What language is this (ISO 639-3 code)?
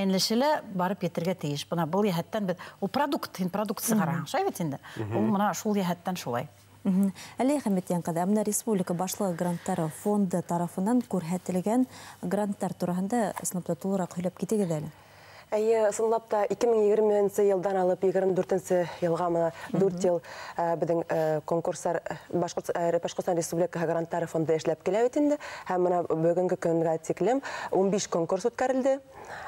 bak